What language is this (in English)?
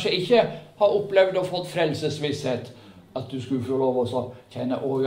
Norwegian